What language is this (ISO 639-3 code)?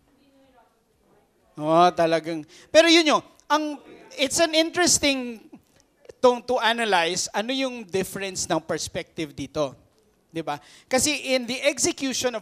fil